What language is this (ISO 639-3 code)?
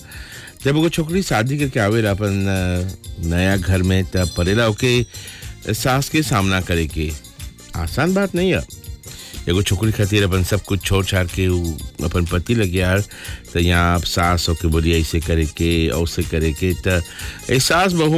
bho